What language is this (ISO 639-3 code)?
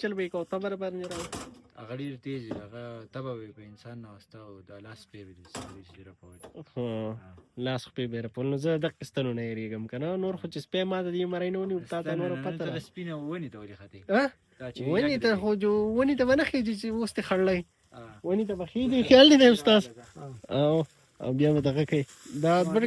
pus